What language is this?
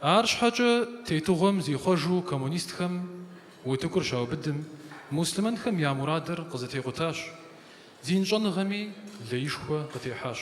Kabardian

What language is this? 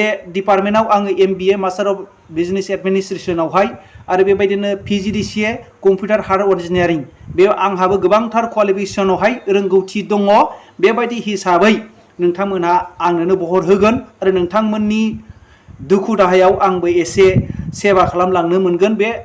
Bodo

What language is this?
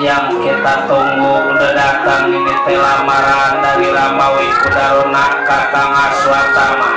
Betawi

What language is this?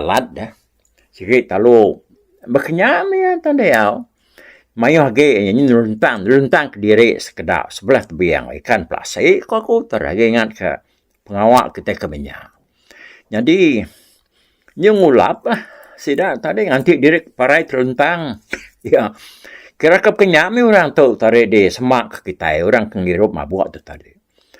Iban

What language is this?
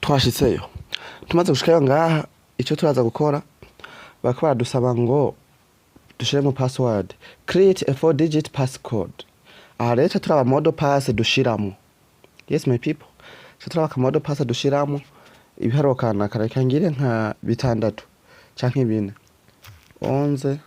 Rundi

